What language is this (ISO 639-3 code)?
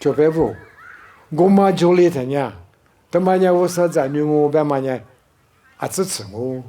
lis